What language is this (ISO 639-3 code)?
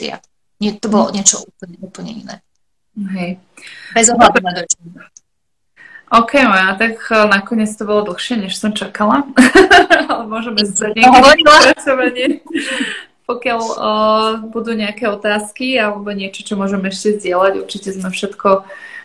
slk